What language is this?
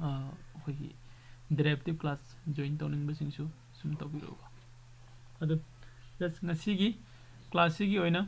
Manipuri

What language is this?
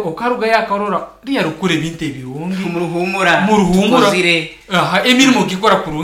Nyankole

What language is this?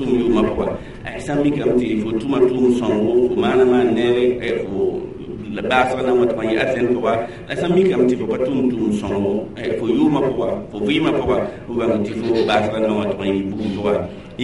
Mossi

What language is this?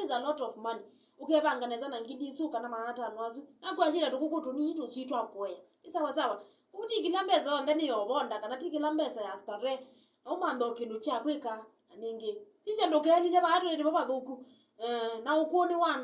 Kamba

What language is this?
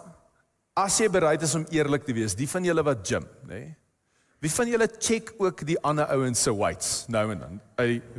Afrikaans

